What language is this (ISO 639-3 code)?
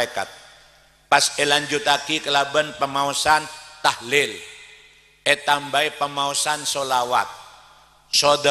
mad